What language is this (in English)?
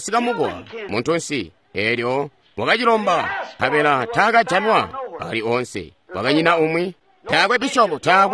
Tonga (Zambia)